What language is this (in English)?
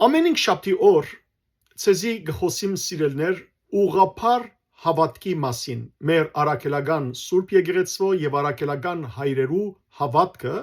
Western Armenian